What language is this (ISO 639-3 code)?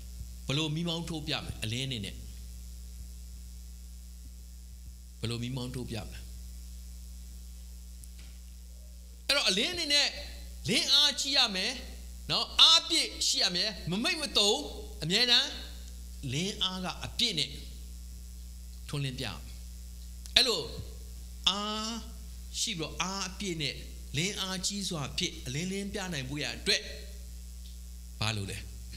mya